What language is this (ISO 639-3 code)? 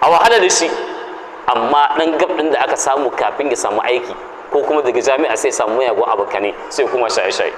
hau